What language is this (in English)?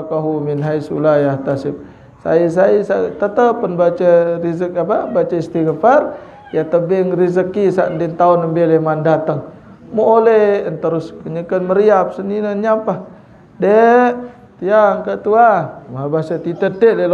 Sasak